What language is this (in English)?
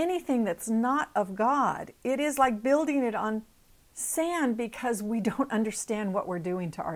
English